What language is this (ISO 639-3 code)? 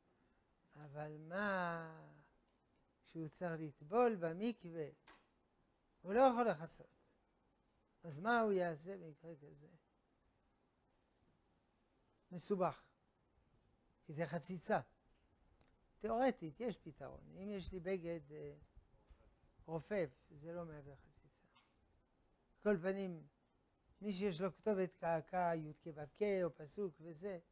heb